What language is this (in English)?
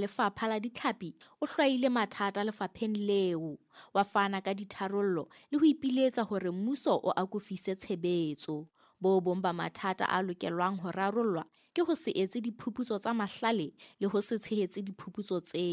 Southern Sotho